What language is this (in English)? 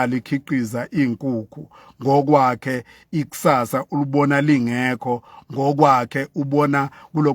Zulu